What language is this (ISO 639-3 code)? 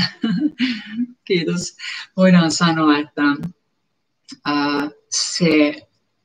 fin